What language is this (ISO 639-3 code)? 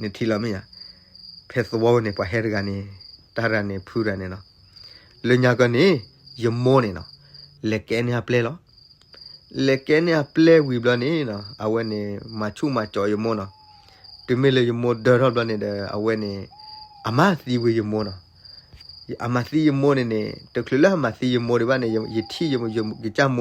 ksw